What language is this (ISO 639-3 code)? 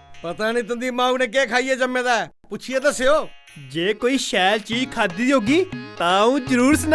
doi